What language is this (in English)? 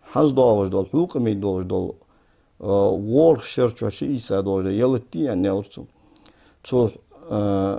Ingush